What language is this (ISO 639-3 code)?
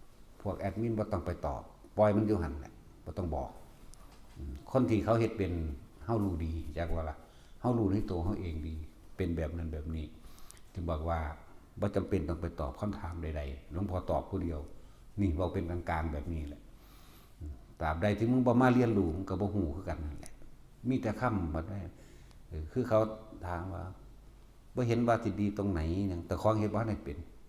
tts